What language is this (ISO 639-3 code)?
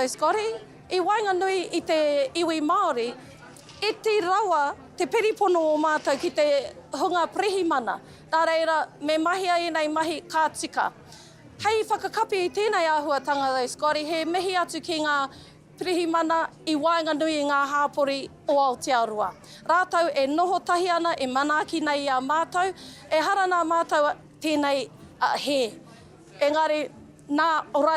mri